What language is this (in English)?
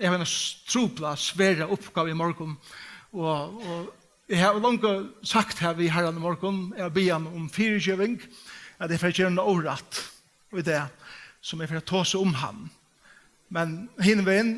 Faroese